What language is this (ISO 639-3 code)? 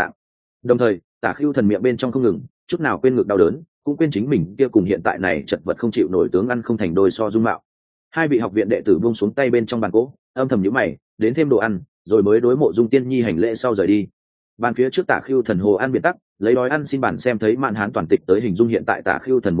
vie